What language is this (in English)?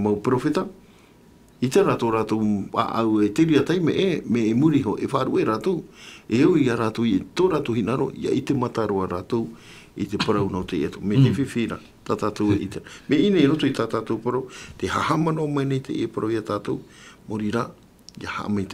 Tahitian